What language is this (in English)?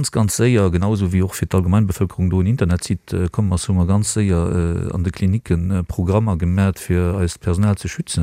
Luxembourgish